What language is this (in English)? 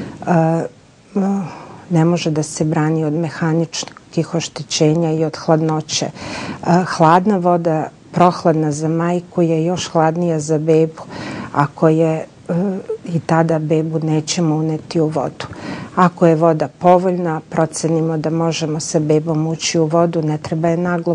Serbian